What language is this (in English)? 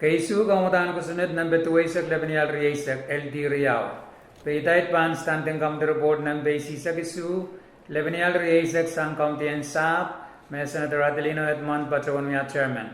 Pohnpeian